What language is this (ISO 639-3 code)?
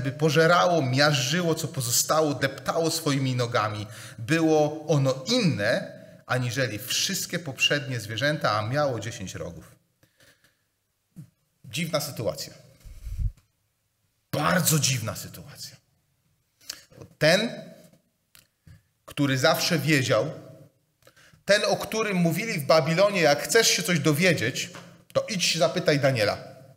pol